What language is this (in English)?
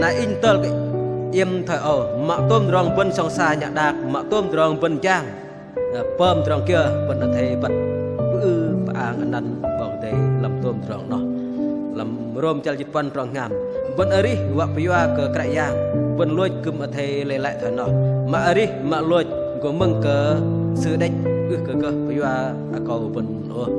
Bahnar